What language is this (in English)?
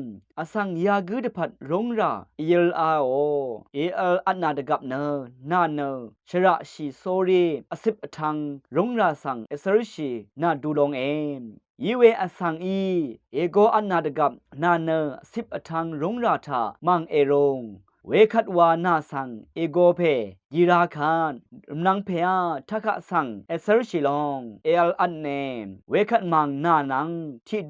Rawang